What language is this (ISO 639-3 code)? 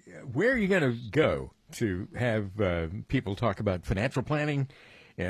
eng